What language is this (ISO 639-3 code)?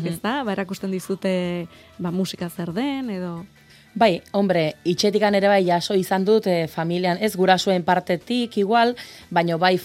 eus